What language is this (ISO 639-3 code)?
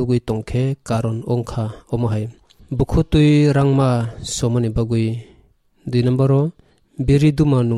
trp